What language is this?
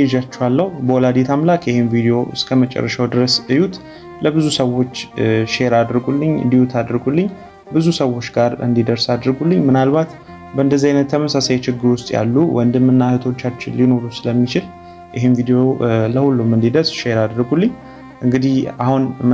Amharic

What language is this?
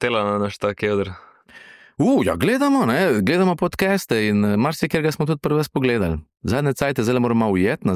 Slovenian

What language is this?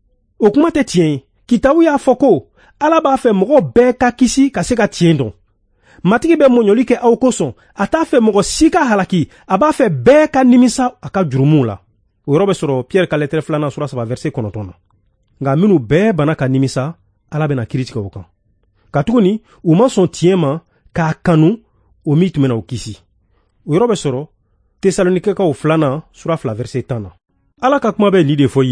Bambara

